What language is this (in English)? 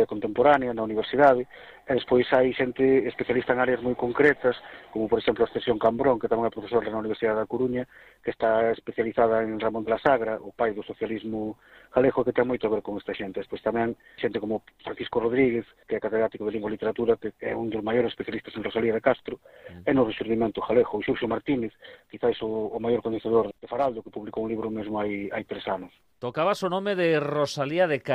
Galician